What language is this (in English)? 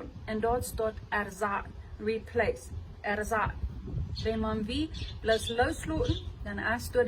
Plautdietsch